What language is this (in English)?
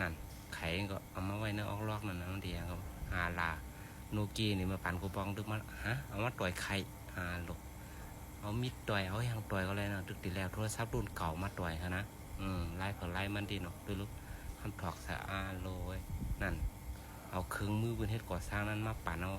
Shan